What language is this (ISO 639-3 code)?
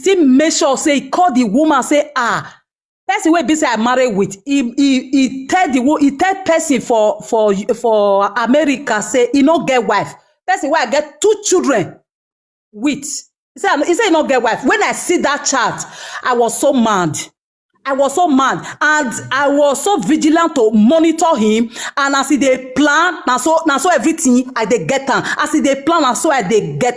pcm